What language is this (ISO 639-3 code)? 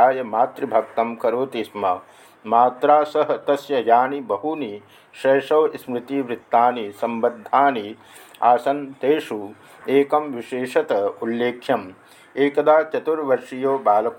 san